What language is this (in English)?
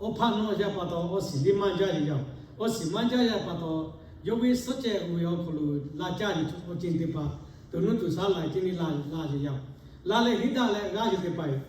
Lahu